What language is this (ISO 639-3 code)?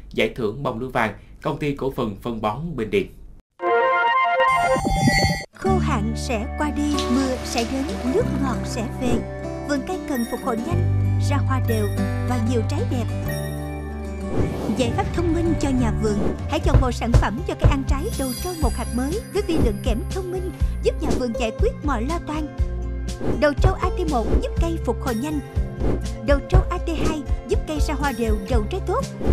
vie